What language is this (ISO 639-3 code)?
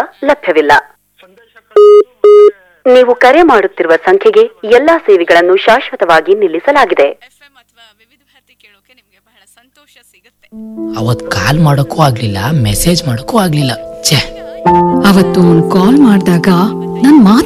kan